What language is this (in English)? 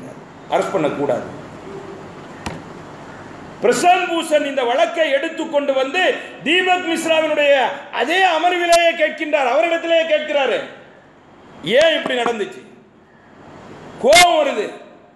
Tamil